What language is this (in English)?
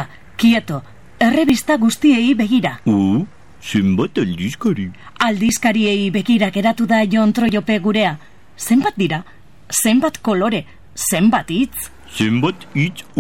Basque